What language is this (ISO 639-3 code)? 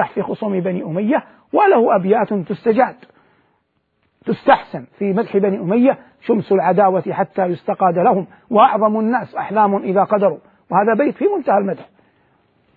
ara